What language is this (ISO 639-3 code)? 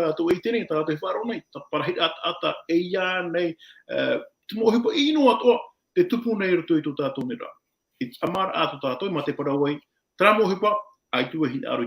tah